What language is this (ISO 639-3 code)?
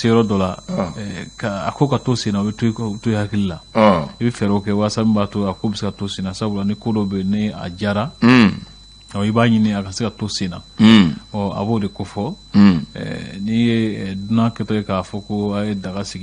bam